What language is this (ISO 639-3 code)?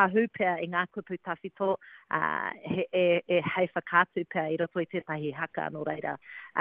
mri